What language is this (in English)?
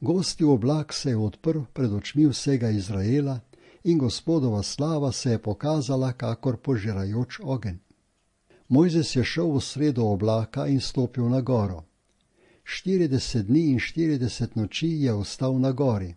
Slovenian